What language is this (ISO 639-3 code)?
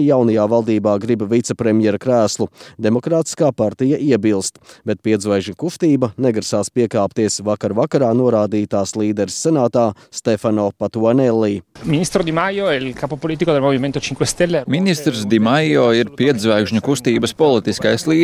lav